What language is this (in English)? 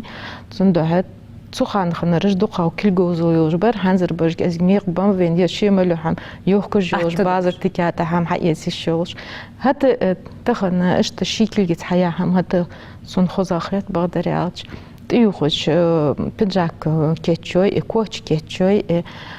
Ingush